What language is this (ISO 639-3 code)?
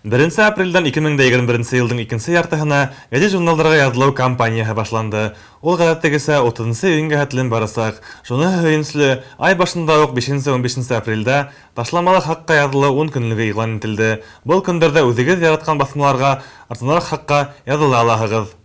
bak